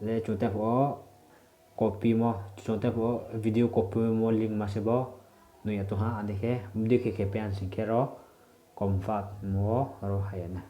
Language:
Riang (India)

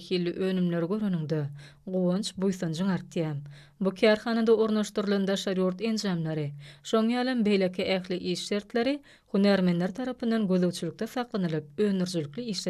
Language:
Turkmen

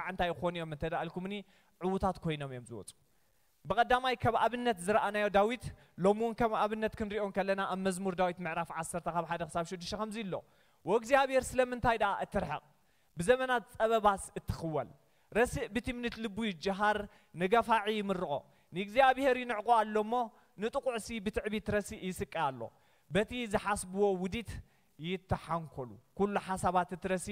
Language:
Tigrinya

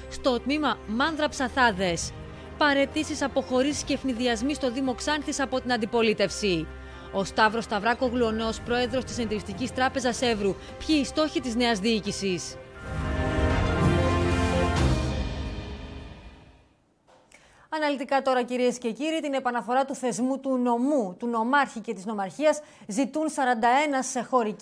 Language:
Greek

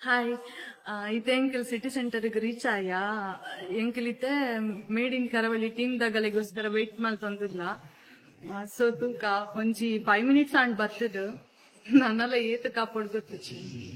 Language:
Tulu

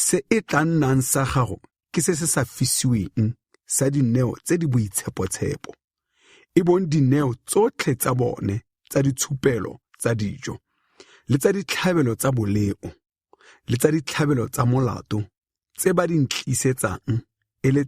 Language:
Tswana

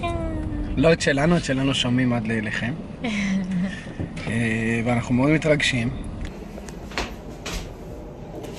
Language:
Hebrew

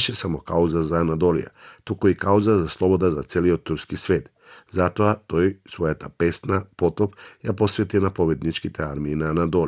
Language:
Macedonian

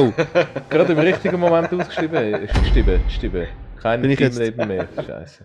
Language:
Swiss German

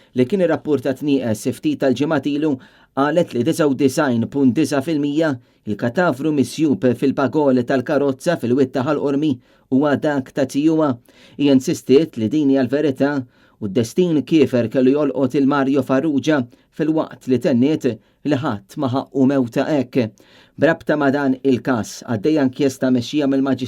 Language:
Maltese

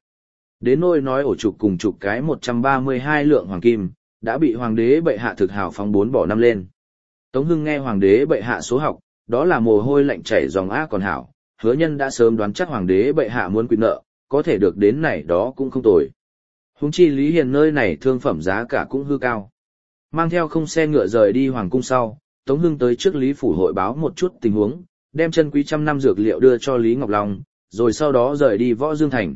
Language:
Vietnamese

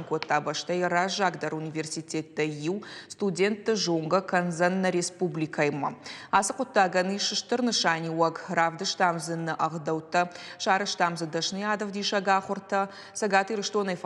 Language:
Ossetic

